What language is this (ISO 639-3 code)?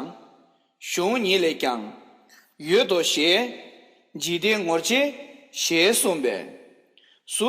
bod